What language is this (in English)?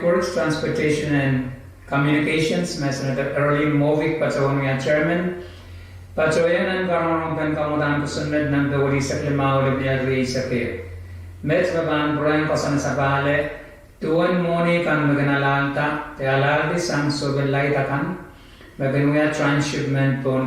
Pohnpeian